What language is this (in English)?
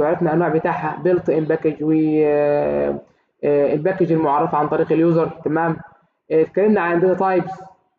Egyptian Arabic